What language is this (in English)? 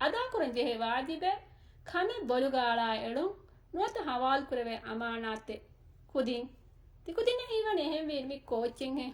Divehi